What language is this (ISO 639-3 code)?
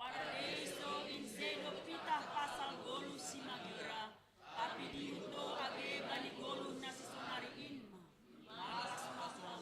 bts